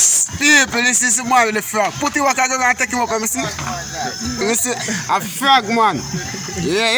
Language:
Jamaican Creole English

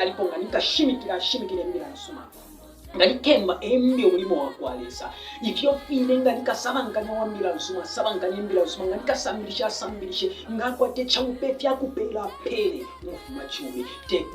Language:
Bemba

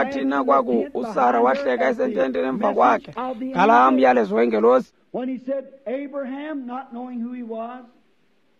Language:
Xhosa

